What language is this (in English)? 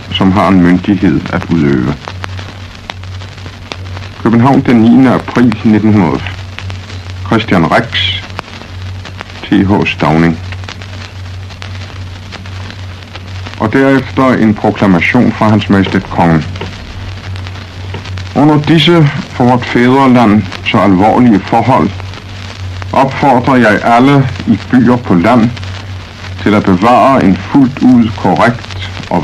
Danish